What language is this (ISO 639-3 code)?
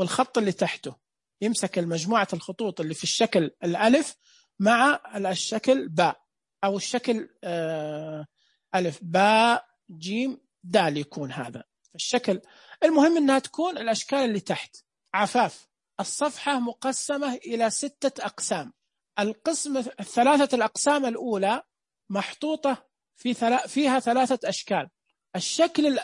ars